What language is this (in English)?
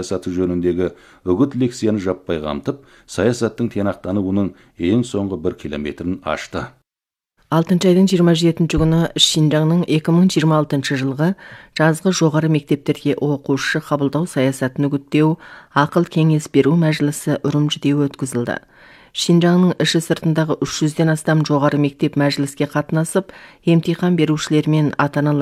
Kazakh